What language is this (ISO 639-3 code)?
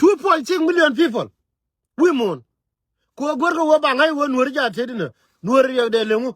nus